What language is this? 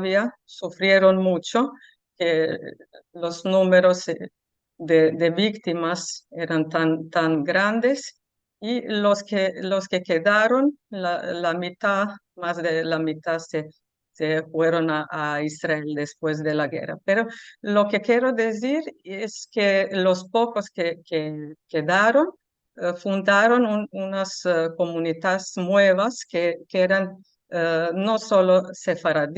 Ladino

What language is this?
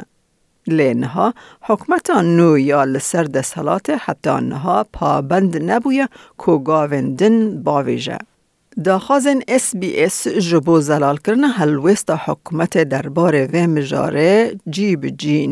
Kurdish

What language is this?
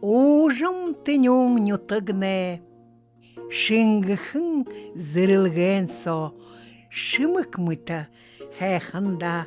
Buriat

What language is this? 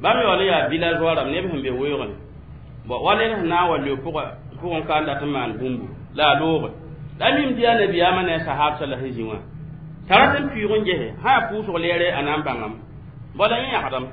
Mossi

